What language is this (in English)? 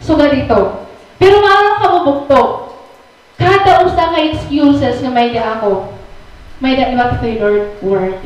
Waray